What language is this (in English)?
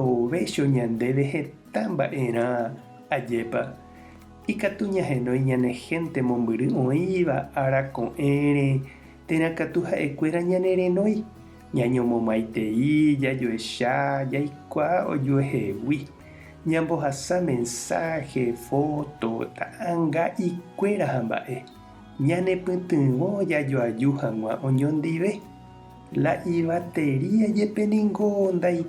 Guarani